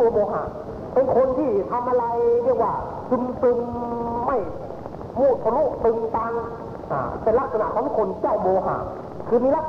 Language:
Thai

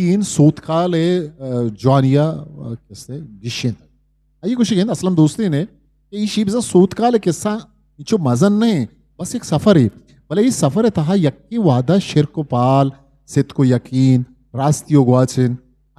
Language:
Eastern Balochi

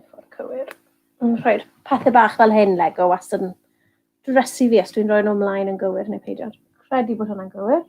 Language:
Welsh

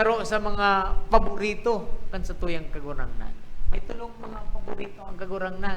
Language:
Bikol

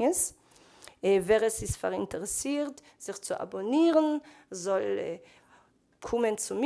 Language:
Yiddish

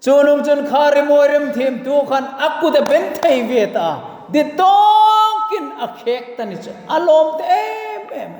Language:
Hmar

